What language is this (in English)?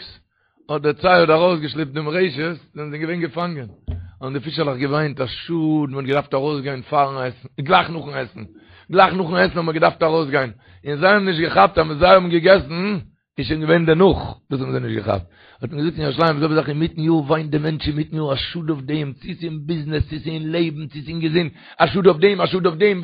Yiddish